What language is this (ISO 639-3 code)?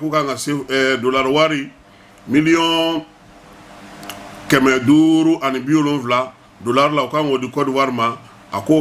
bam